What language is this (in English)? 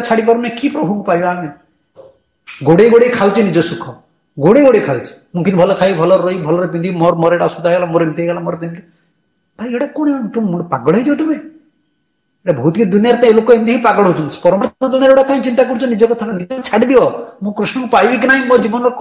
Odia